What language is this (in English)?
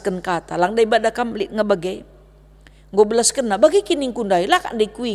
Batak Karo